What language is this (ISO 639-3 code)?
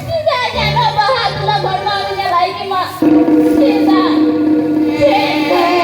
sat